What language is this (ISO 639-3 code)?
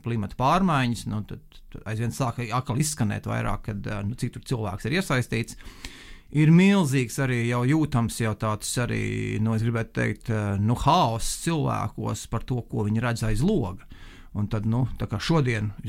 lav